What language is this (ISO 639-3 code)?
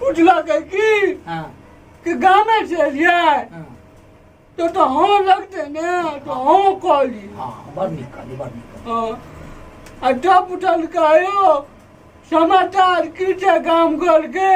mai